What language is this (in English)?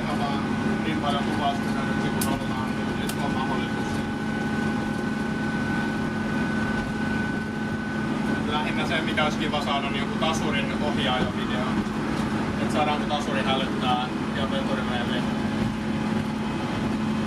Finnish